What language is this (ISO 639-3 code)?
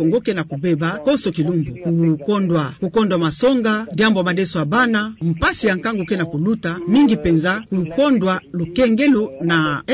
ktu